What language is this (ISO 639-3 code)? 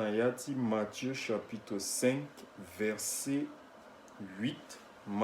sag